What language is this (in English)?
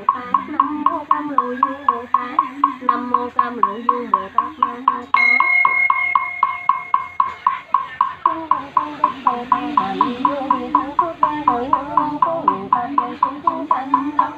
Vietnamese